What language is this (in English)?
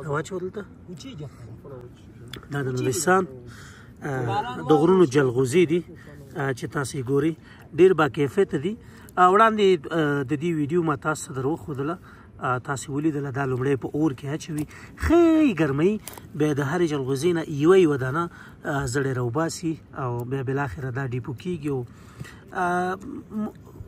Pashto